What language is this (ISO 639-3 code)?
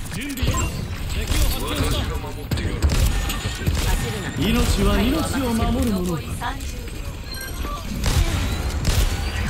jpn